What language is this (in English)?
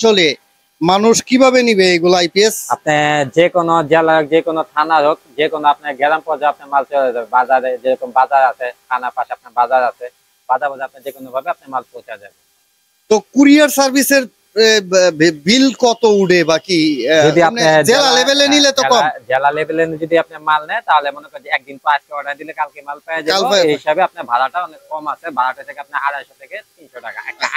Bangla